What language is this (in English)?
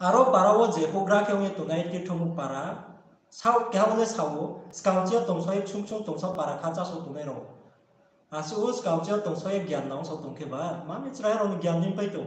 Riang (India)